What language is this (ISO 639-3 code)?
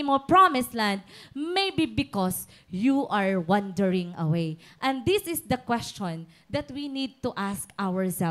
war